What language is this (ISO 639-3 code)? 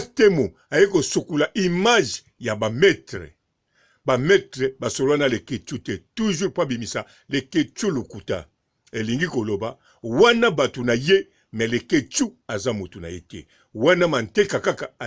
lin